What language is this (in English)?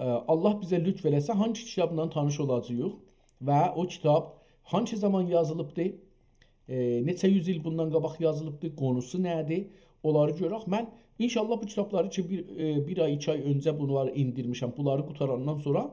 South Azerbaijani